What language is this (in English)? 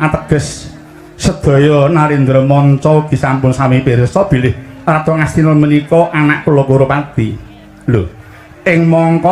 Javanese